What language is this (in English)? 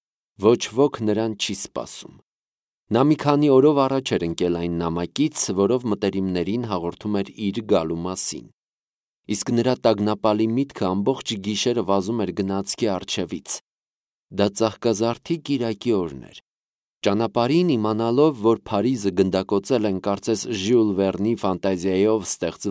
Armenian